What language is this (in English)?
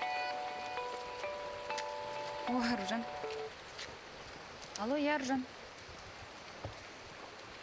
Kazakh